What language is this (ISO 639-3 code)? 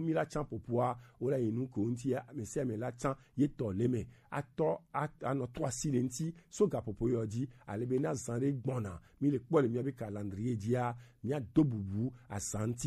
gej